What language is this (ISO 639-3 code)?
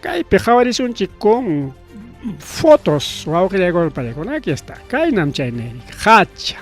quy